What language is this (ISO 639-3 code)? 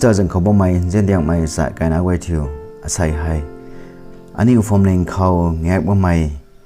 nbu